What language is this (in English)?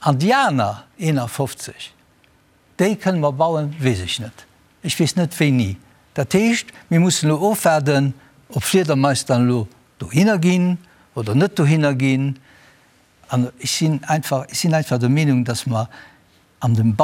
Luxembourgish